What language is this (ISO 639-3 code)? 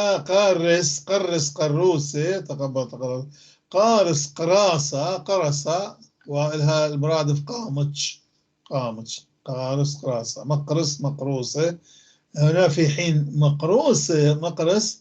apc